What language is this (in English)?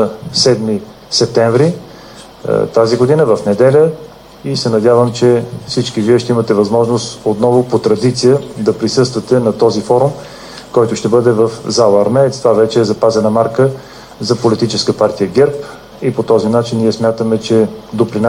Bulgarian